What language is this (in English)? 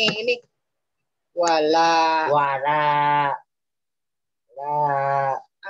Indonesian